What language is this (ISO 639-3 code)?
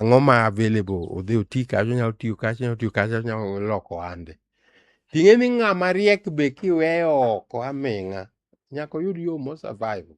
luo